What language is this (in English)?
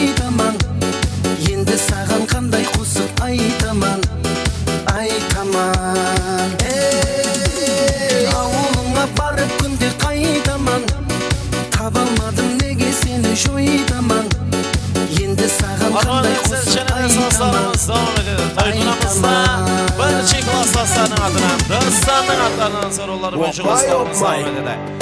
Kara-Kalpak